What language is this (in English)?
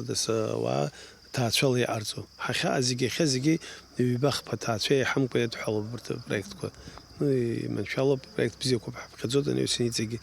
Abkhazian